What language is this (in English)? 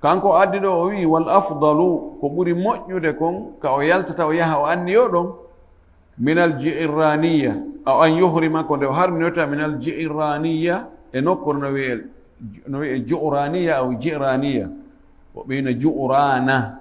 Fula